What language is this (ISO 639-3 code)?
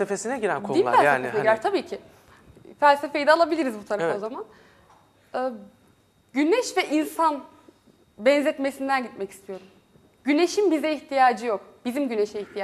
tur